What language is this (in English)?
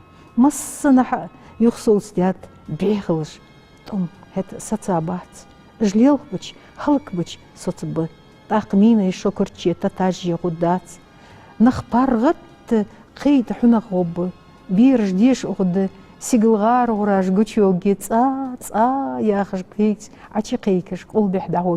Ingush